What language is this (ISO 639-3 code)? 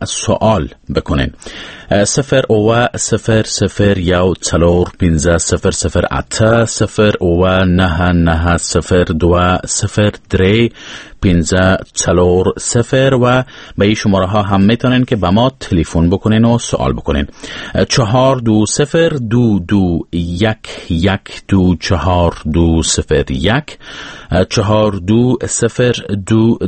fas